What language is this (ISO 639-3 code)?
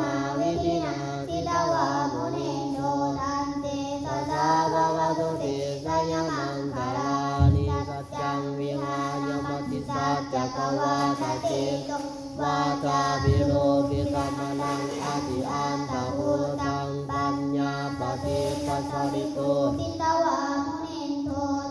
pli